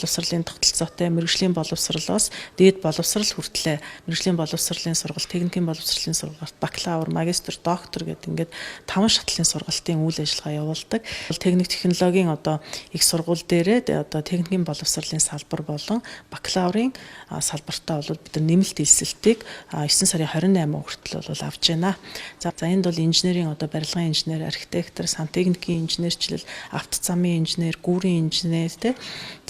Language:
Mongolian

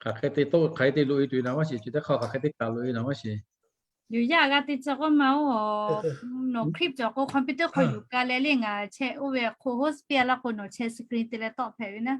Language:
Lahu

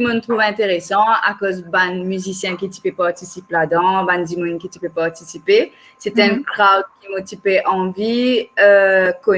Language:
Morisyen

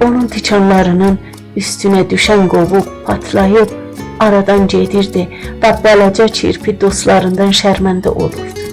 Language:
South Azerbaijani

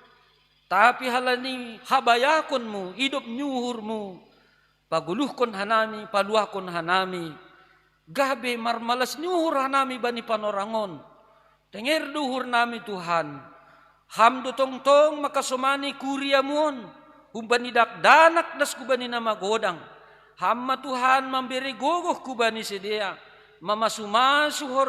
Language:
Batak Simalungun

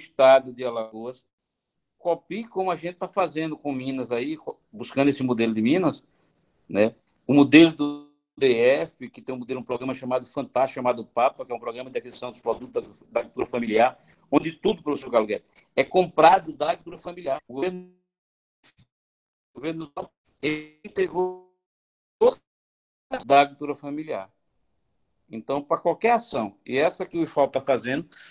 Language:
Portuguese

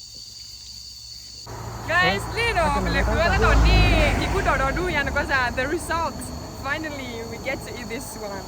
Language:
S'gaw Karen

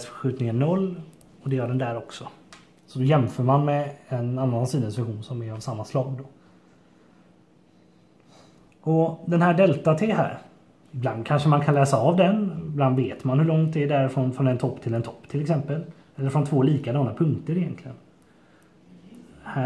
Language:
Swedish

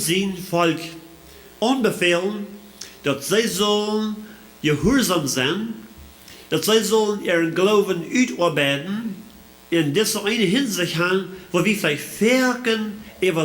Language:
Plautdietsch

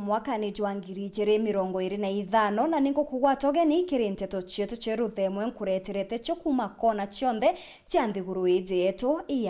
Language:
Meru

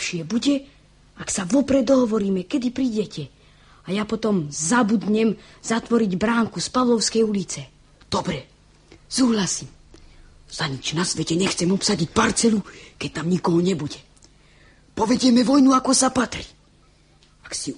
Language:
Slovak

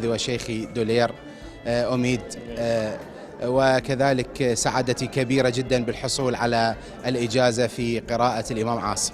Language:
Central Kurdish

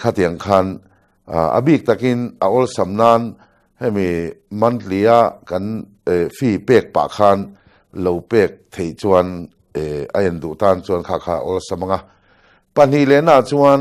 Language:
Mizo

